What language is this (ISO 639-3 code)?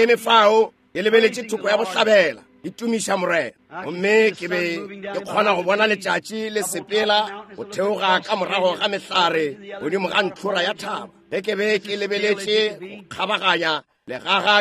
nso